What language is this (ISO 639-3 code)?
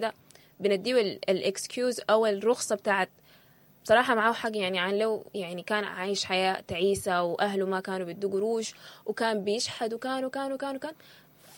apd